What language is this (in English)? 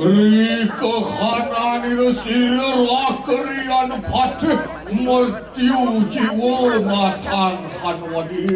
Balinese